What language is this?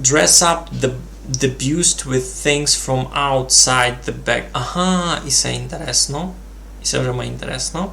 Rusyn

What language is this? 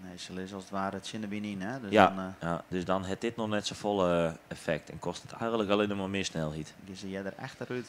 Western Frisian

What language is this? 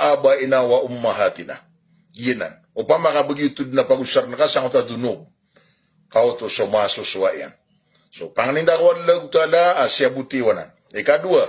Maranao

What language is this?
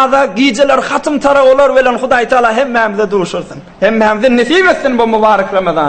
Turkmen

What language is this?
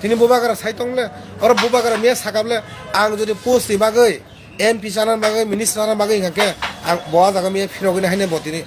Kok Borok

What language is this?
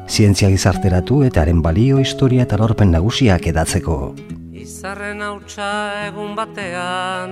Basque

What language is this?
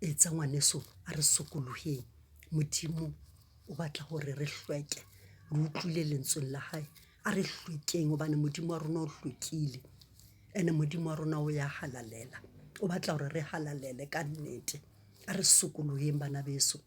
Southern Sotho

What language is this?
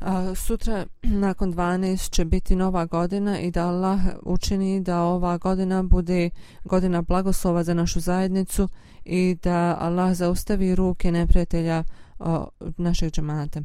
Bosnian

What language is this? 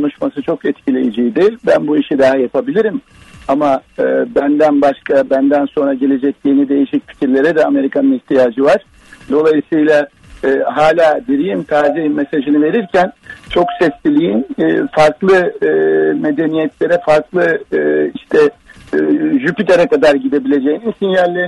Turkish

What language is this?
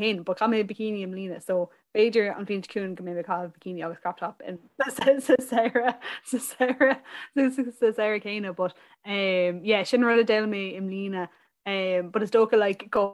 Irish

